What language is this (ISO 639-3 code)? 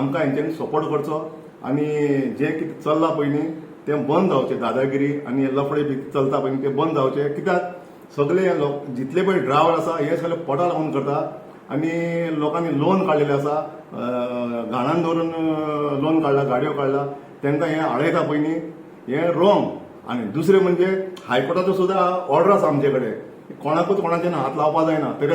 kok